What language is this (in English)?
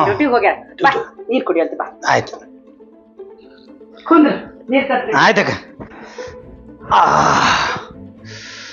Kannada